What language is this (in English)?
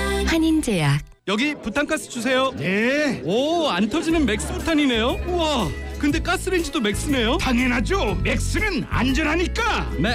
Korean